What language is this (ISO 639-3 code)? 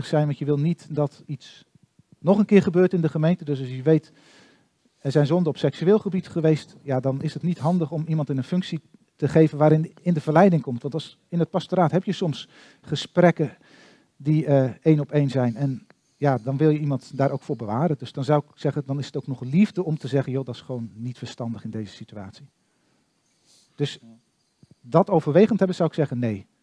nld